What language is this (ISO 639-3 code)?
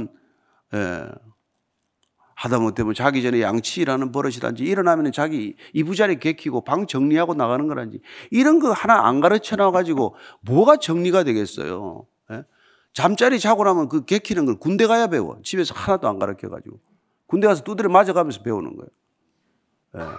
kor